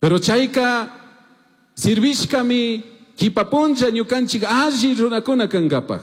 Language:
Chimborazo Highland Quichua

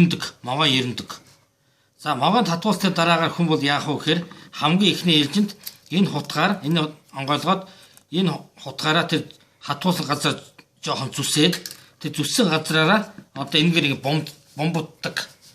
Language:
Mongolian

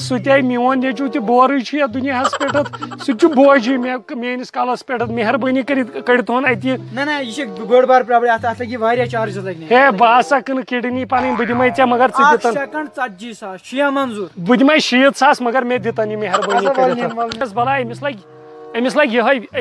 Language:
Kashmiri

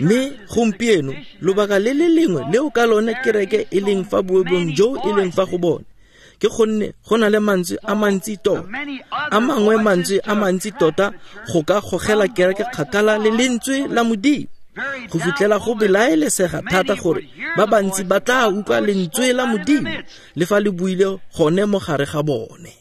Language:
Tswana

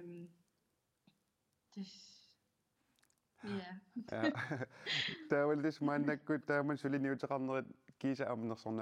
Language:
Kalaallisut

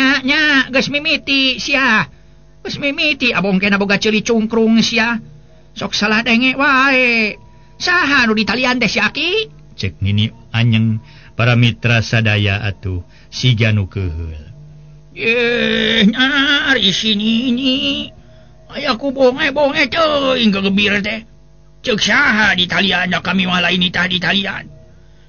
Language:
Sundanese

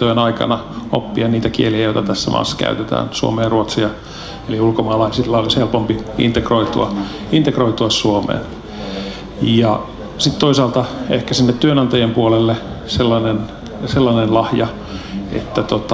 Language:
Finnish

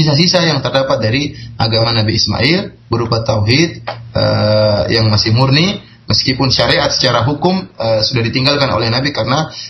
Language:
Indonesian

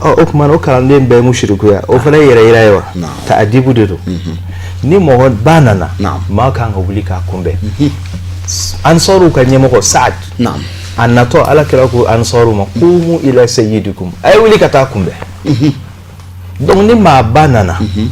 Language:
Bambara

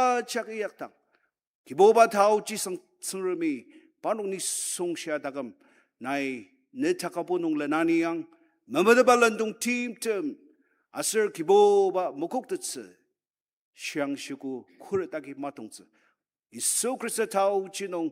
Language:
Ao Naga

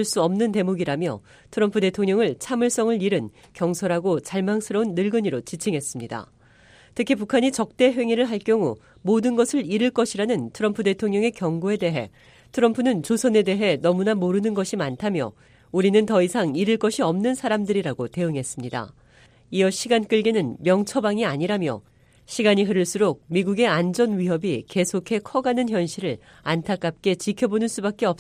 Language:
Korean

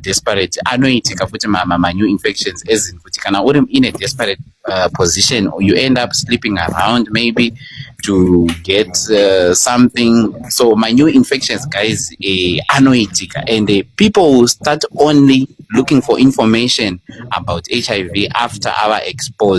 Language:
Shona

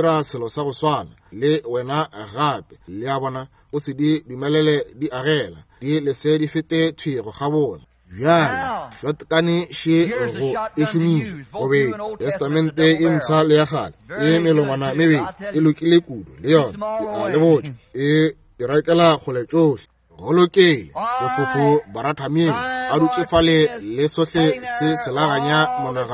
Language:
Northern Sotho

